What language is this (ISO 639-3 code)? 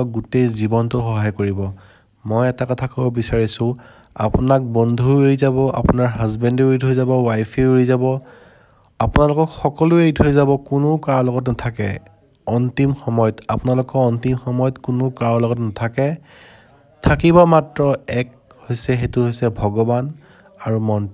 asm